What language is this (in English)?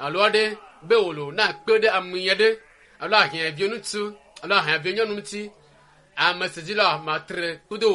Ewe